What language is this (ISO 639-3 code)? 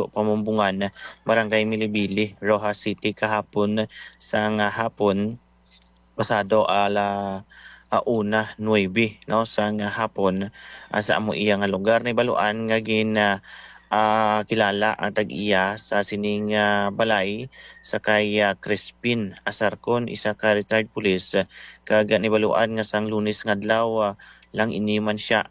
hil